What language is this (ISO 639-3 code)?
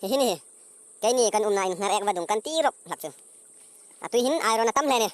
hmr